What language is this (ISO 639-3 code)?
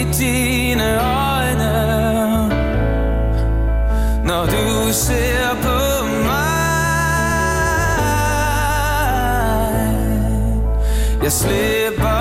dan